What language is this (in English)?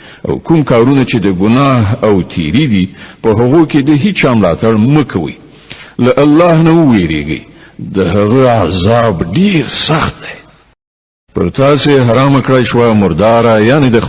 Pashto